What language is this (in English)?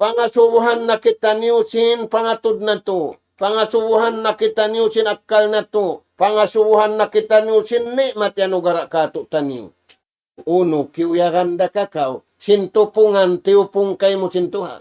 Tausug